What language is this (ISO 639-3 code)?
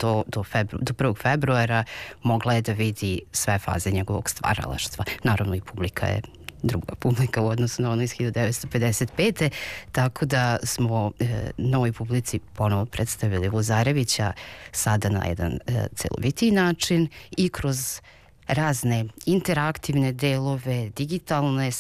srp